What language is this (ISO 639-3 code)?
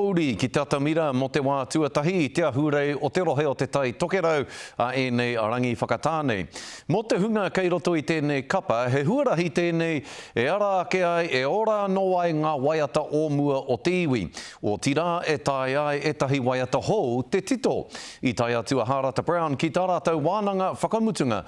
mri